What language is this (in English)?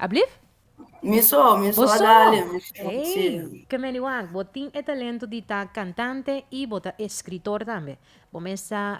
Papiamento